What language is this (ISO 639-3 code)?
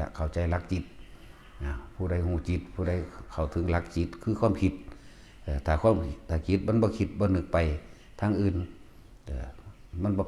tts